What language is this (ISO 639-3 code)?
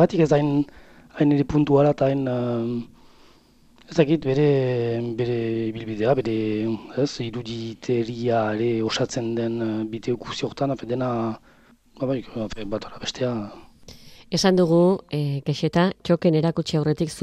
eus